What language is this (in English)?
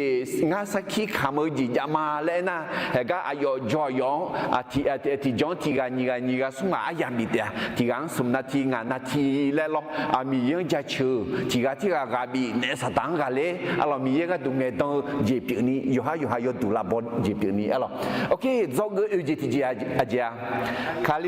Akha